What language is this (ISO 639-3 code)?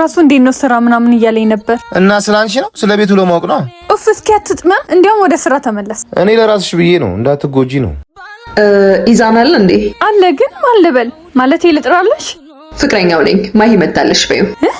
amh